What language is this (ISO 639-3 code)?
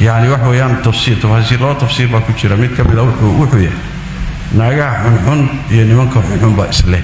som